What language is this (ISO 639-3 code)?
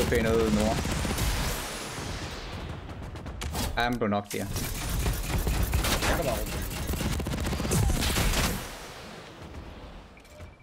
dan